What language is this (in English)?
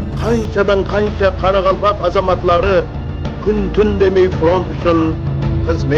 Kara-Kalpak